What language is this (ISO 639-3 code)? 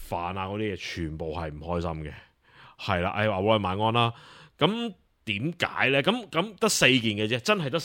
yue